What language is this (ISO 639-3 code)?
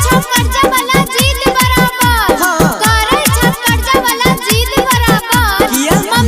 mai